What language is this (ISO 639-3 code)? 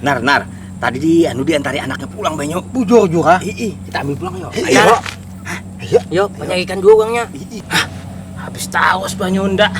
bjn